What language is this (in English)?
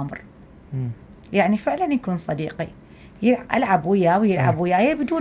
Mesopotamian Arabic